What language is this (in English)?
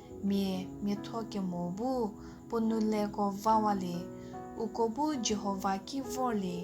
Angami Naga